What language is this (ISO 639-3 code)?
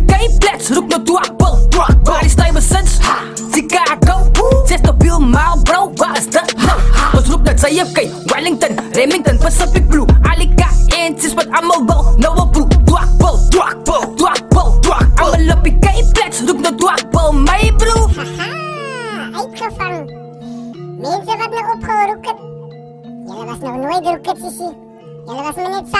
afr